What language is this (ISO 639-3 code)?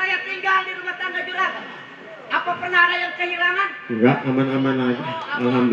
bew